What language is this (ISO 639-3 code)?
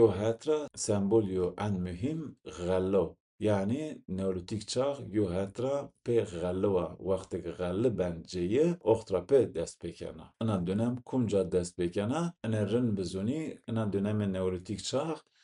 zza